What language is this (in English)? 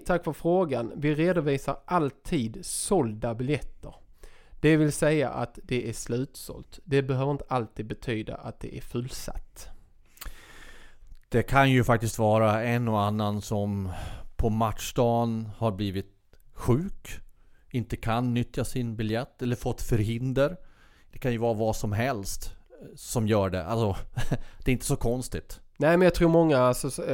Swedish